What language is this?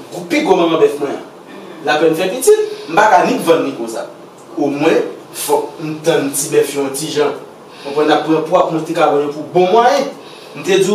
Haitian Creole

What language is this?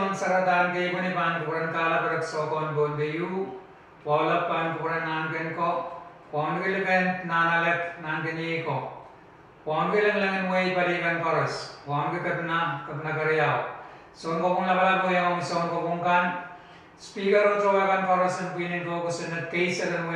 Pohnpeian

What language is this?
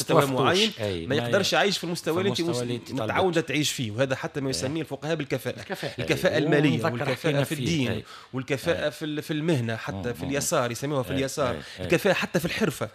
Tunisian Arabic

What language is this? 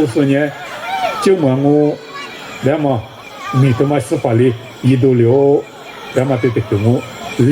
Lisu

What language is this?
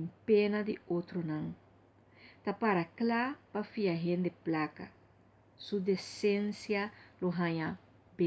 Papiamento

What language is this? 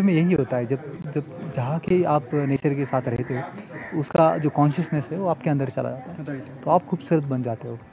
Hindi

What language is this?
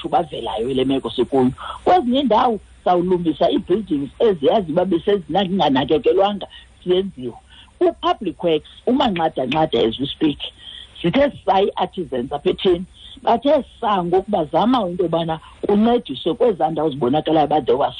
Xhosa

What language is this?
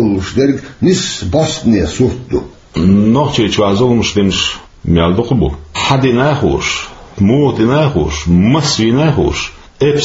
Chechen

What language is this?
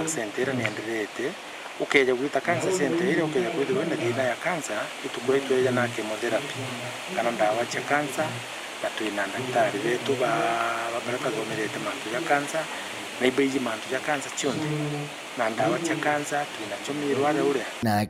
Meru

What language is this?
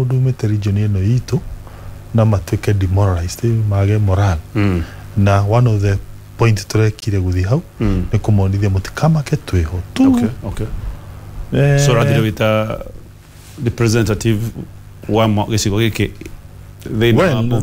Kikuyu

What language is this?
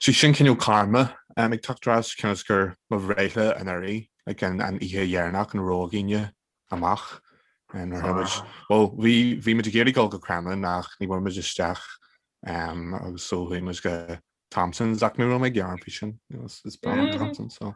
Irish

